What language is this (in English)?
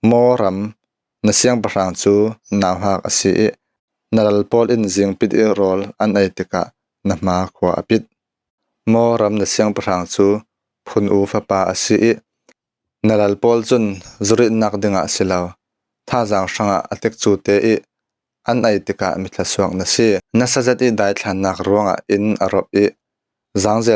Falam Chin